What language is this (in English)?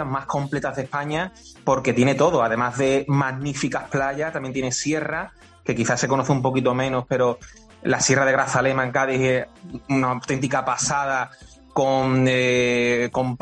Spanish